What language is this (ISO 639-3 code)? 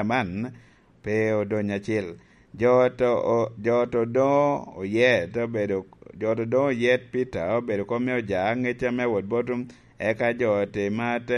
laj